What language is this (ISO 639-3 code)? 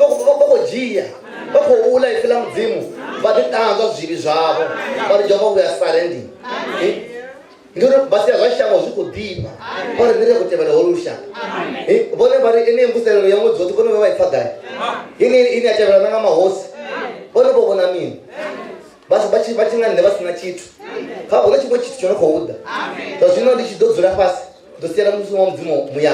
ven